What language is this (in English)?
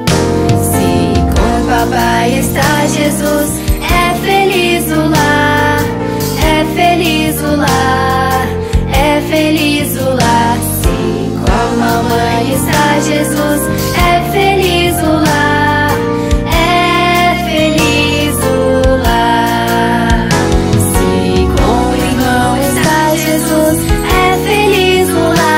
Portuguese